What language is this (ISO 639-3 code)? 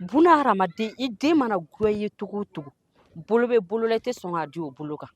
bam